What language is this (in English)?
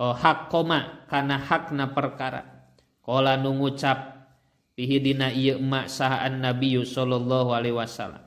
Sundanese